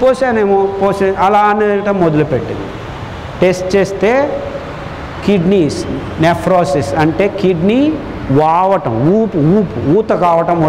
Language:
Telugu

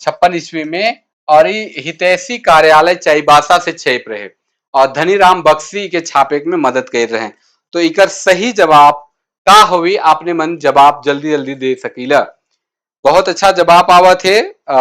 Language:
Sadri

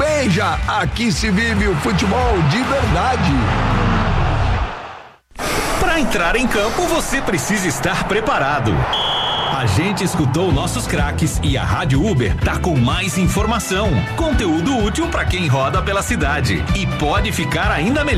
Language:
Portuguese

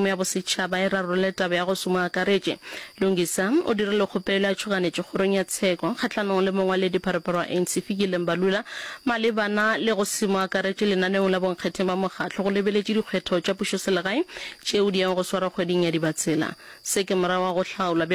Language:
Northern Sotho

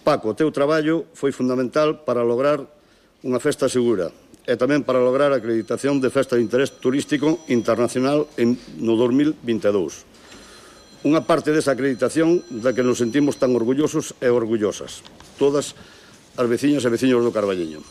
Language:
Galician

